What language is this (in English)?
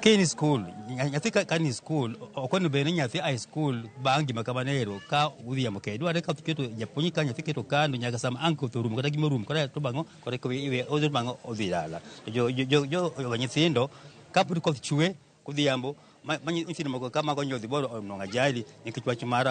Luo (Kenya and Tanzania)